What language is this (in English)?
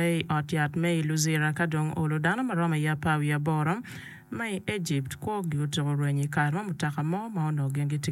Acoli